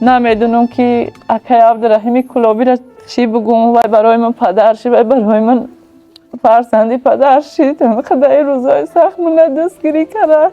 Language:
Tajik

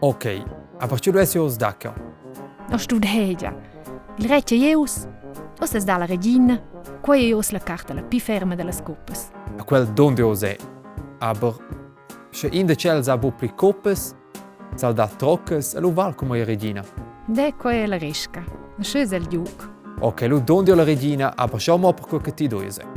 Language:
Romansh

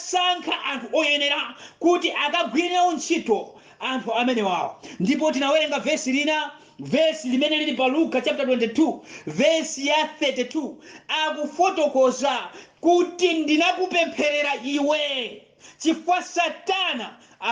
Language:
Nyanja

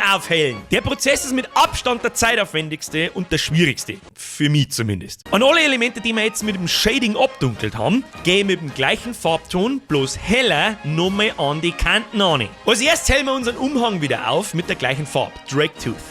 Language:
Bavarian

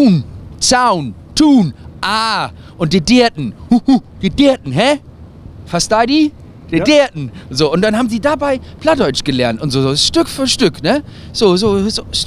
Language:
Low German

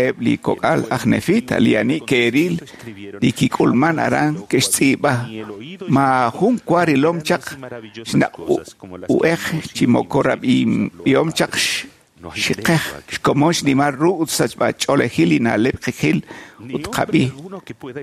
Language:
Kekchí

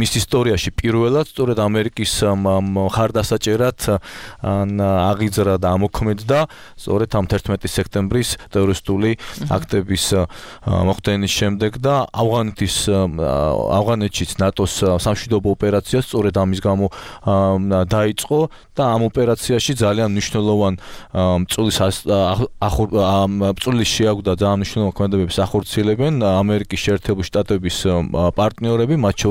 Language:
Georgian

